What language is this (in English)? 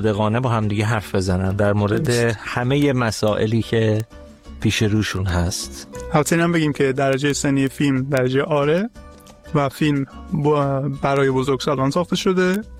Persian